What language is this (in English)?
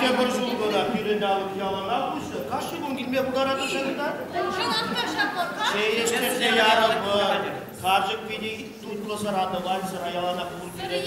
Chuvash